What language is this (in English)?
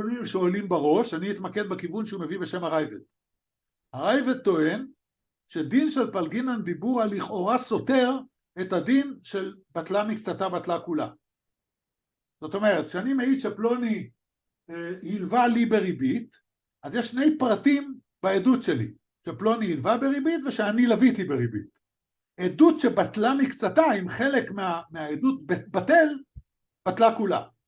Hebrew